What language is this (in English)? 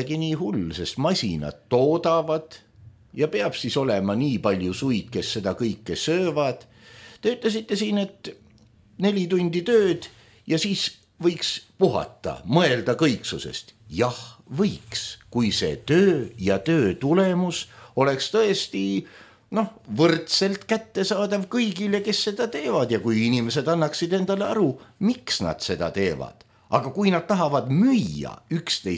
Estonian